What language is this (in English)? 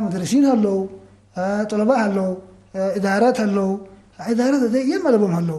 Tigre